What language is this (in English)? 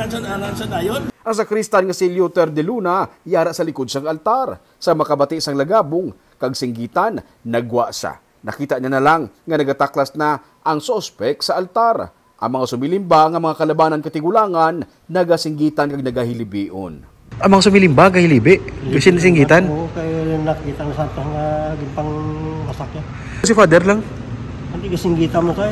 Hiligaynon